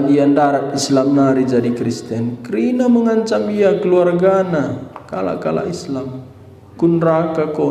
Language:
Batak Karo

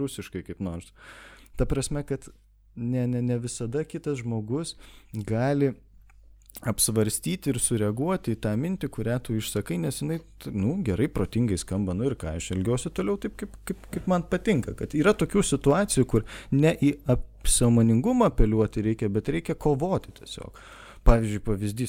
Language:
Lithuanian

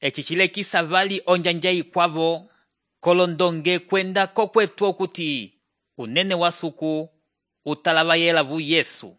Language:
Umbundu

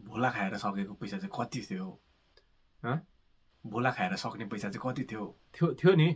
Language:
Nepali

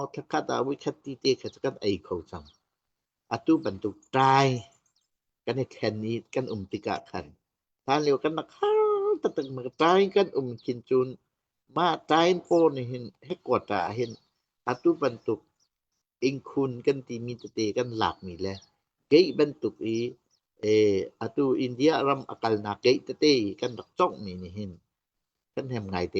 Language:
Hakha Chin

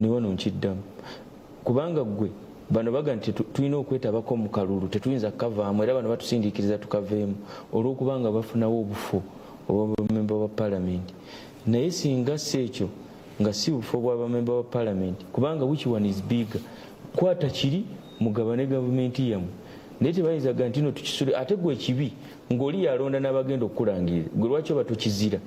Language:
Ganda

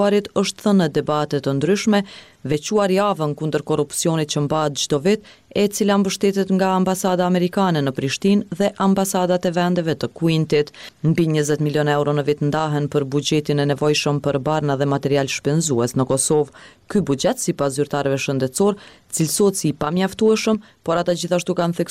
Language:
Albanian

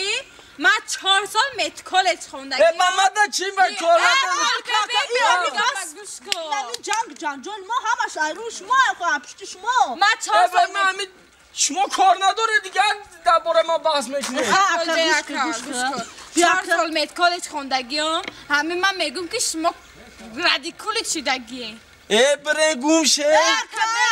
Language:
Tajik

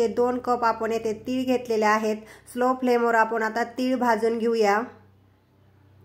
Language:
Marathi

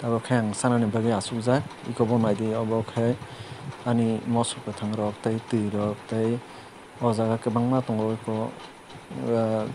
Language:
Kok Borok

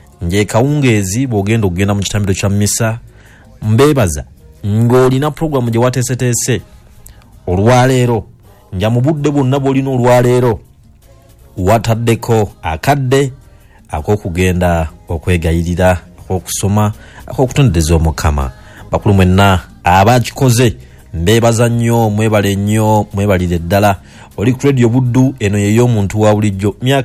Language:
Ganda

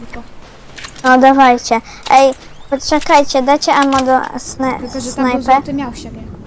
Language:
Polish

